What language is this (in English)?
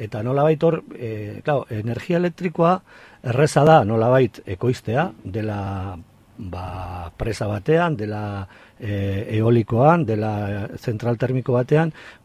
Basque